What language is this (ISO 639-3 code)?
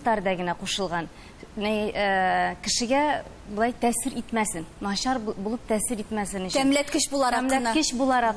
tat